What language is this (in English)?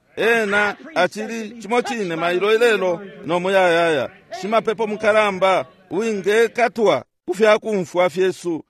Bemba